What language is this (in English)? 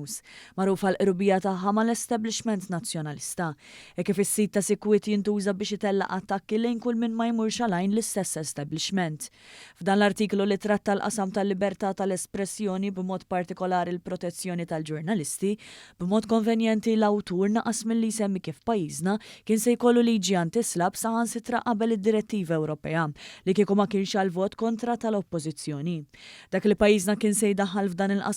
Maltese